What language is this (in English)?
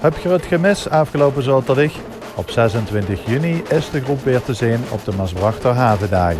Limburgish